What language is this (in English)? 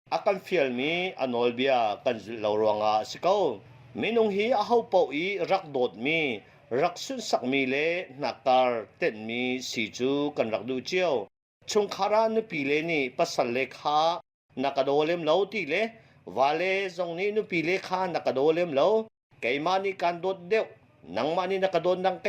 Hakha Chin